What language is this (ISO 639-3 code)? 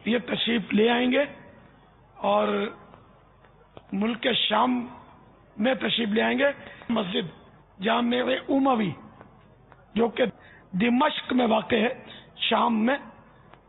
urd